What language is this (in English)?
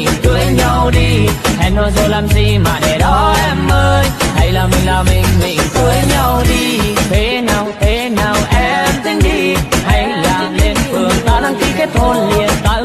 Vietnamese